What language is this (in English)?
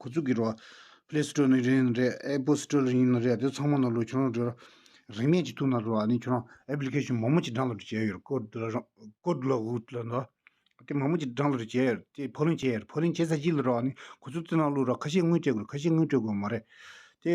Tibetan